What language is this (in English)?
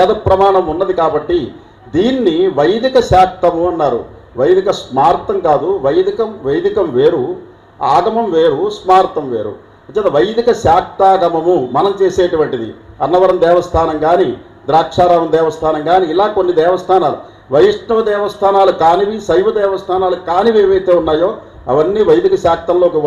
Telugu